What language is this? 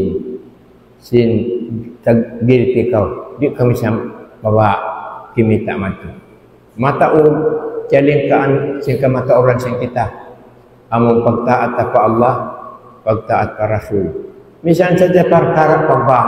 Tausug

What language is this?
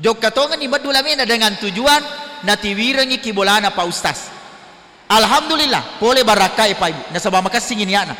Buginese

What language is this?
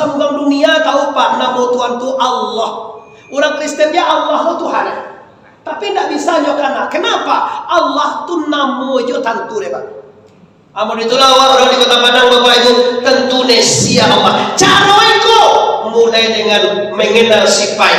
Minangkabau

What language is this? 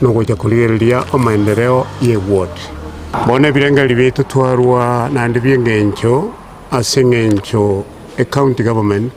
Gusii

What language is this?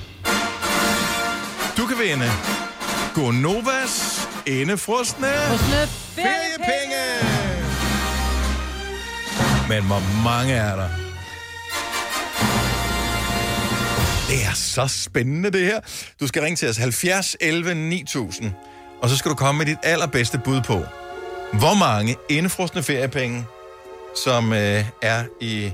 Danish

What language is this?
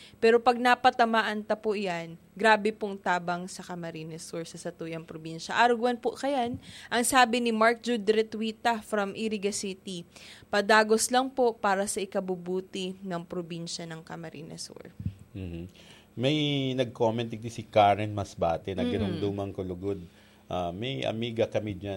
Bikol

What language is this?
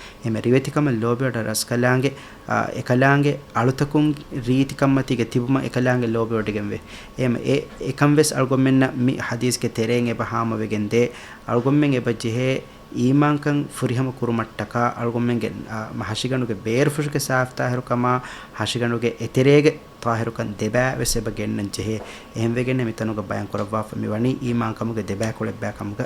Divehi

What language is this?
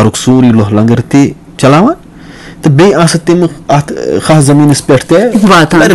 Kashmiri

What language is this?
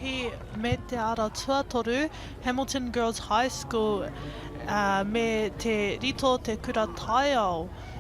Māori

